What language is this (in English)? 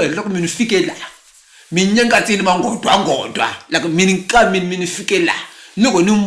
Tsonga